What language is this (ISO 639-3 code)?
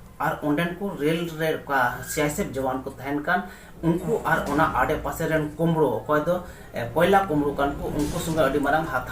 sat